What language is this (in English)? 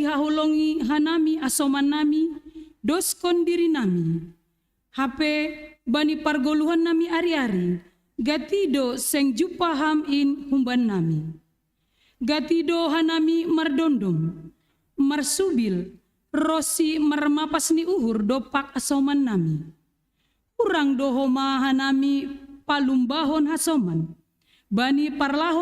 Batak Simalungun